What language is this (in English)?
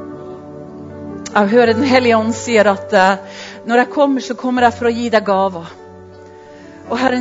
Norwegian